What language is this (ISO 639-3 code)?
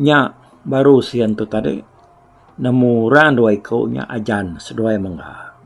iba